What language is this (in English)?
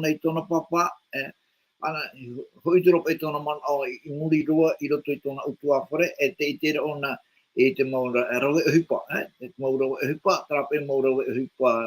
Tahitian